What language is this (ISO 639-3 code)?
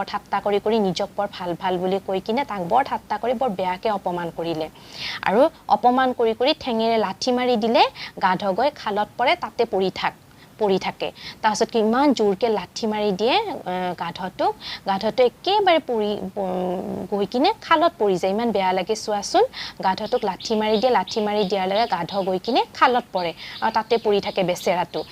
asm